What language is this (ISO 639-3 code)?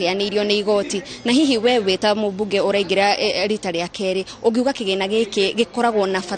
kik